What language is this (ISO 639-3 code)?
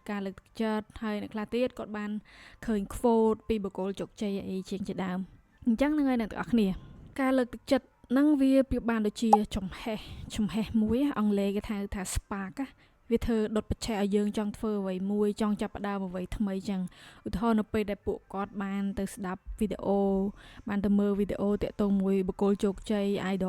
khm